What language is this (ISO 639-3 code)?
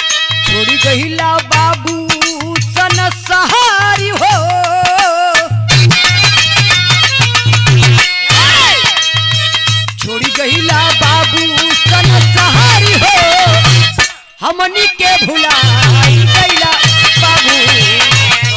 bho